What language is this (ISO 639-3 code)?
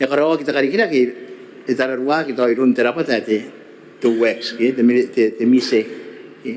gil